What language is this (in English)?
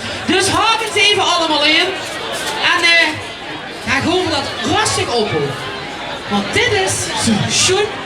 Limburgish